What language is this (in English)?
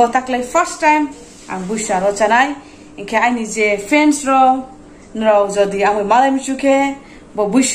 Riang (India)